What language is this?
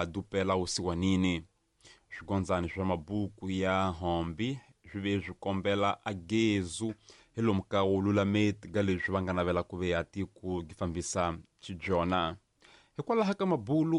Tsonga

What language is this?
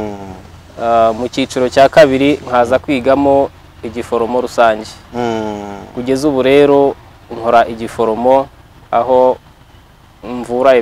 Kinyarwanda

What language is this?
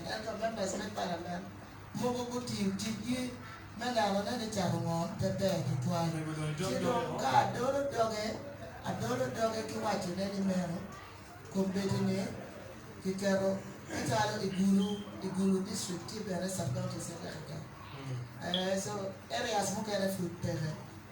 Acoli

